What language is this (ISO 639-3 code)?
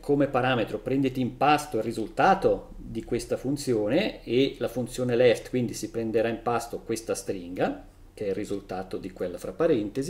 ita